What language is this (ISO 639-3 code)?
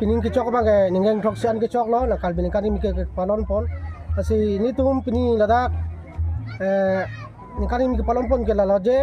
mjw